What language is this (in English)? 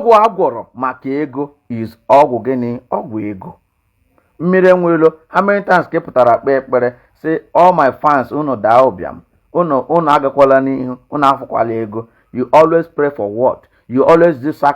Igbo